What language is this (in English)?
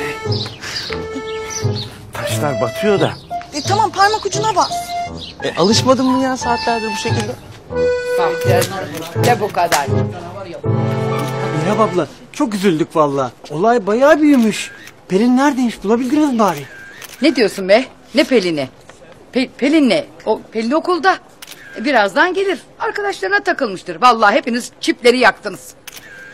Turkish